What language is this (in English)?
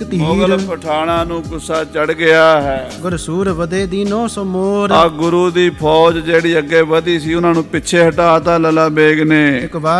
Punjabi